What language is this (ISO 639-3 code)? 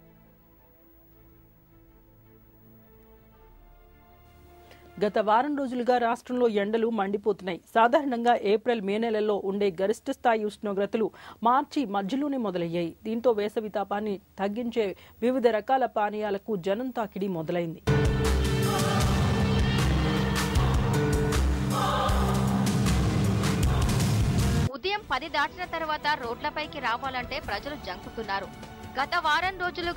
tel